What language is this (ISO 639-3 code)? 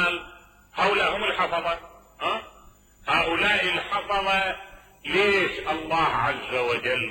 acm